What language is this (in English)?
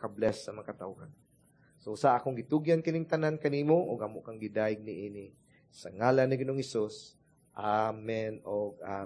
Cebuano